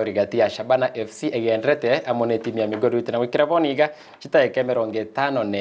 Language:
Gusii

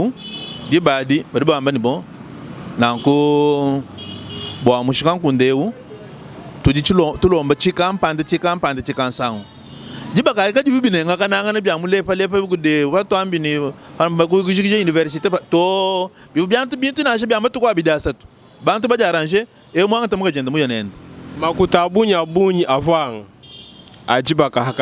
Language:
Luba-Lulua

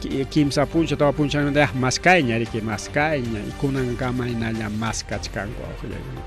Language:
Ayacucho Quechua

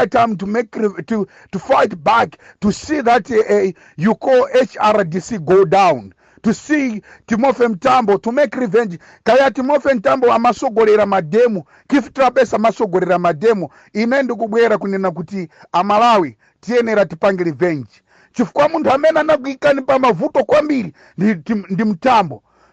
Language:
Nyanja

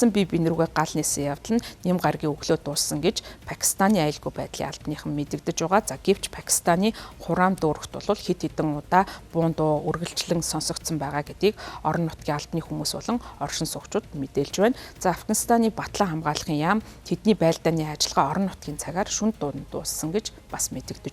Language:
Mongolian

